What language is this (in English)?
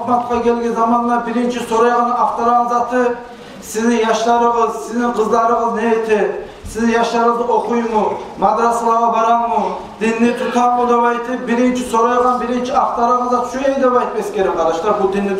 Kumyk